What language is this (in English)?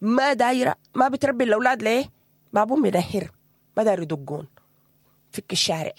Sudanese Arabic